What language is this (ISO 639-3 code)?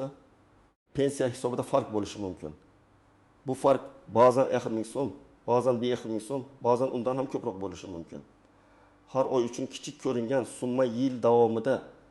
uzb